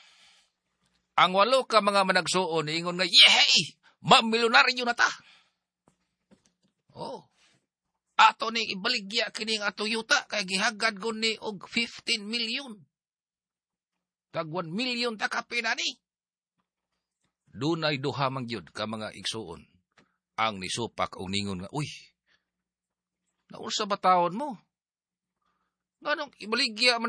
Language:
Cebuano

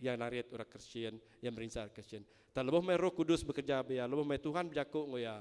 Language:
Iban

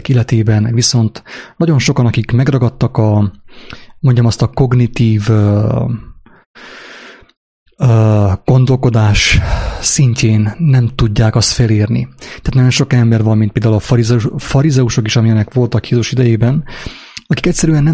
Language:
Hungarian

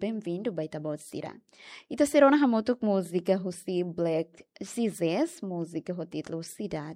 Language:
Tetum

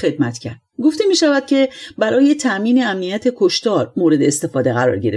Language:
Persian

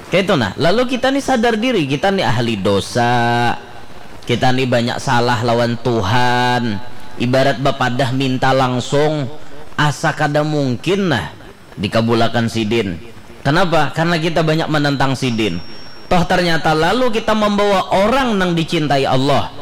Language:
Banjar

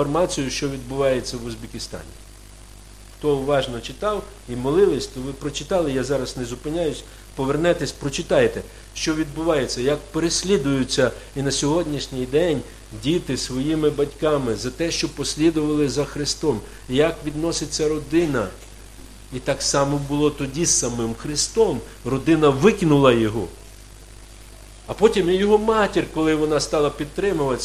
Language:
Ukrainian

